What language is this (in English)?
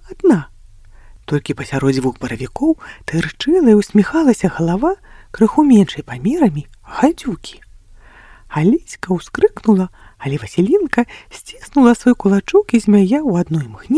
Belarusian